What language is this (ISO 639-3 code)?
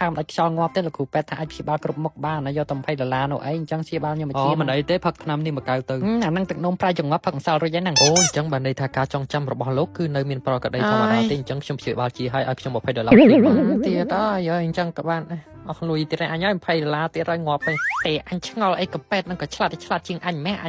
khm